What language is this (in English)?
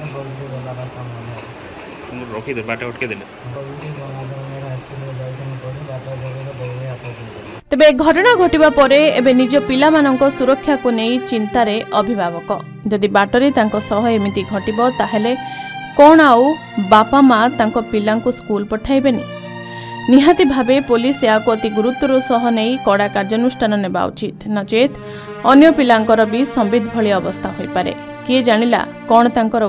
Odia